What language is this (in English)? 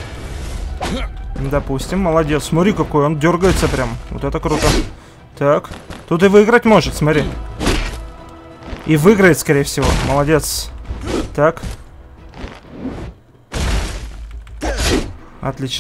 Russian